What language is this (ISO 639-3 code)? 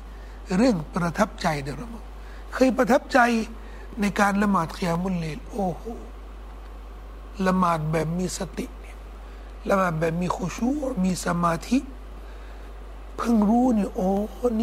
tha